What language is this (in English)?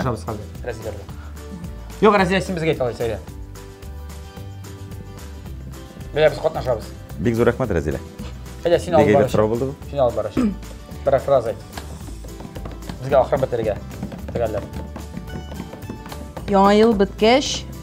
Tatar